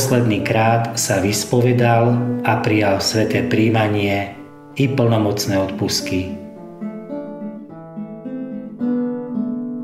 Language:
Slovak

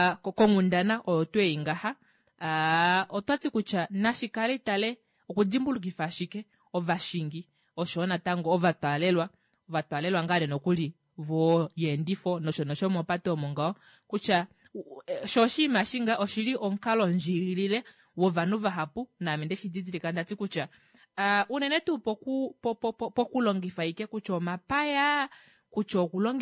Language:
Kuanyama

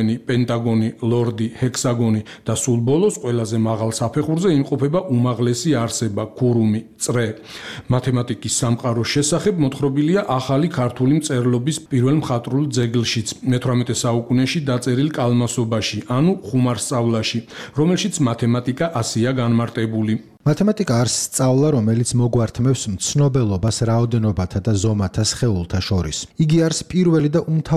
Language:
Georgian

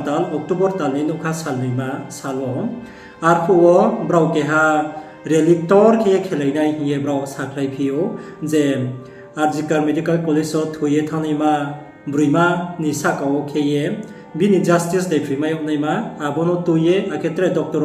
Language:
Riang (India)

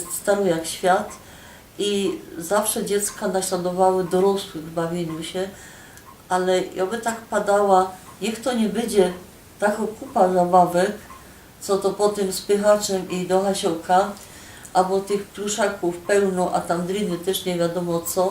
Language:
Silesian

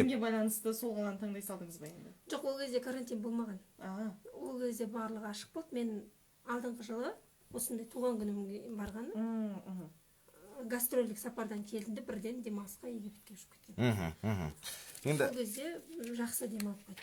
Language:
Kazakh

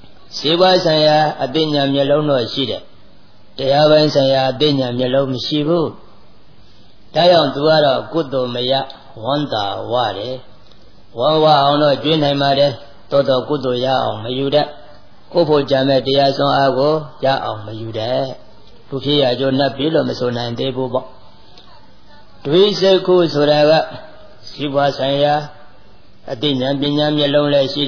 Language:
Burmese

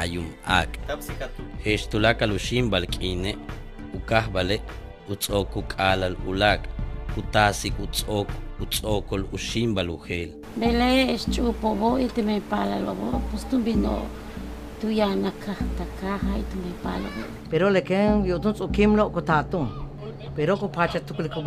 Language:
Yucateco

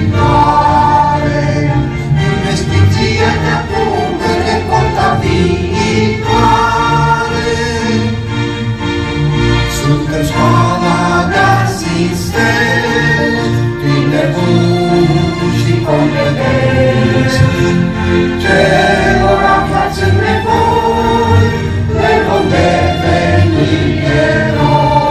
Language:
Romanian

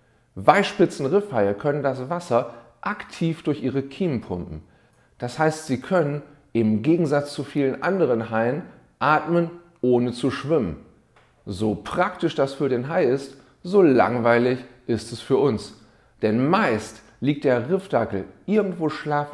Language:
German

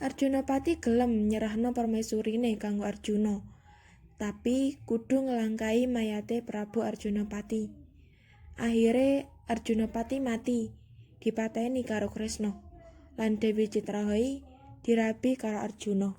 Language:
Javanese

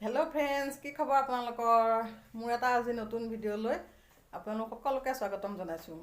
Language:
Assamese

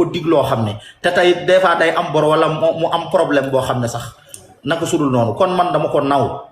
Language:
Wolof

